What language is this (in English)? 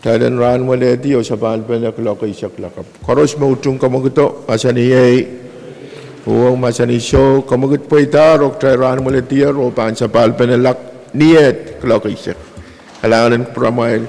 Pohnpeian